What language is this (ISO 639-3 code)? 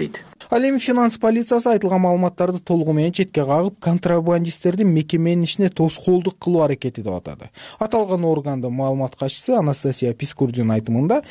kir